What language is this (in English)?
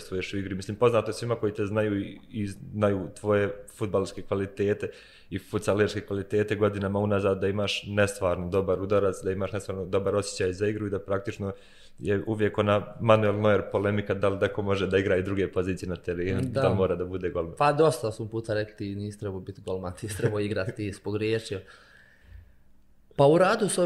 Bosnian